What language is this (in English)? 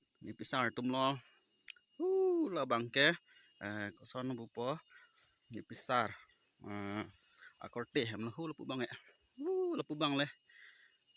Karbi